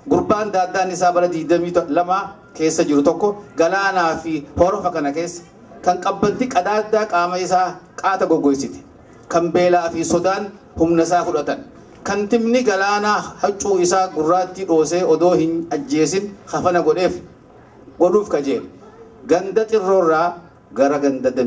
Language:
Oromo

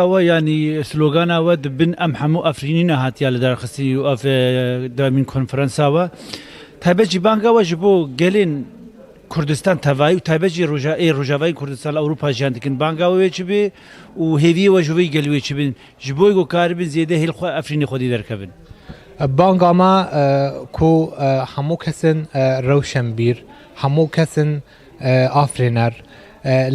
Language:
Kurdish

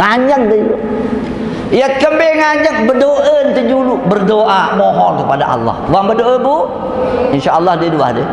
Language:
Sasak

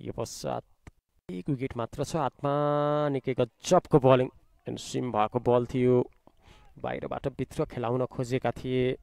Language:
Nepali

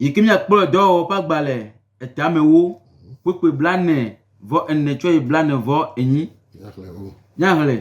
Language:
Gen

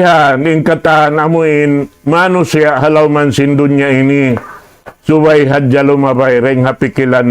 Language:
Tausug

